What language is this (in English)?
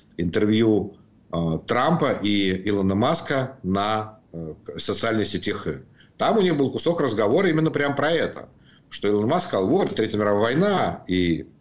Russian